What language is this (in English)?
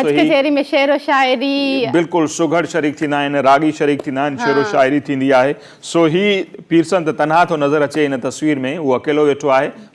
Sindhi